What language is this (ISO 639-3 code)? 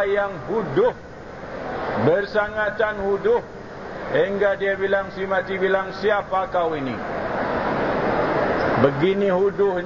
msa